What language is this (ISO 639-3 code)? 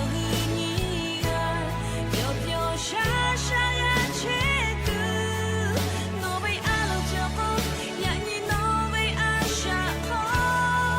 lhu